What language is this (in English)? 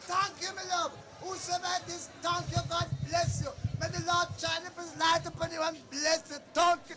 Jamaican Creole English